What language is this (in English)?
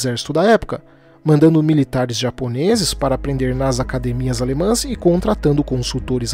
Portuguese